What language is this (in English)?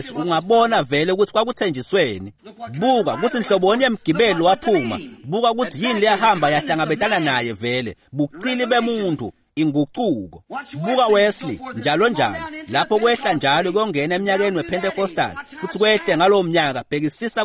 Swati